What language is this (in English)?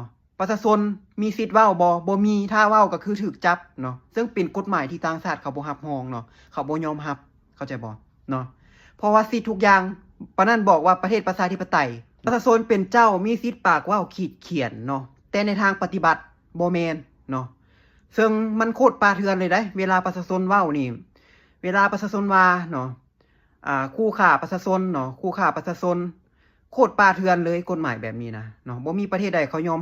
Lao